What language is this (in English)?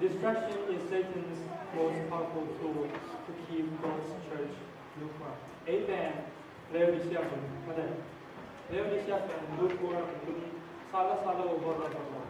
Tedim Chin